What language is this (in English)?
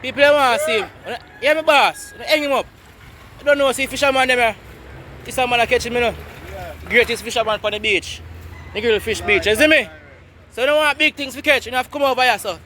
Jamaican Creole English